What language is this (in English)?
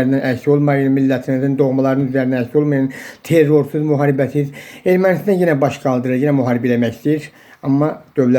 Azerbaijani